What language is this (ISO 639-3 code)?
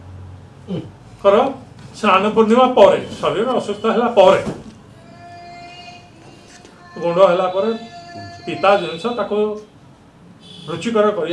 ori